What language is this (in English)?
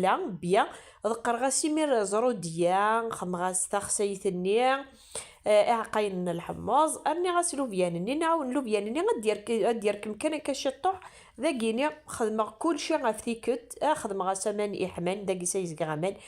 Kabyle